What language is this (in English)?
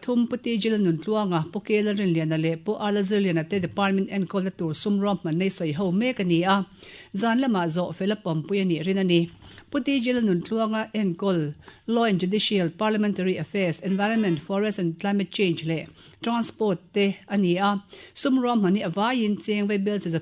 Mizo